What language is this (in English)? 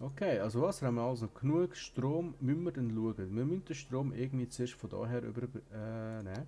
Swiss German